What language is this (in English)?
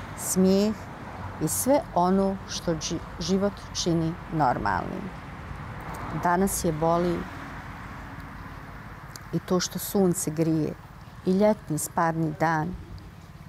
Bosnian